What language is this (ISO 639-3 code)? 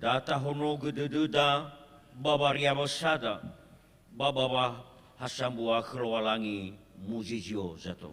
nia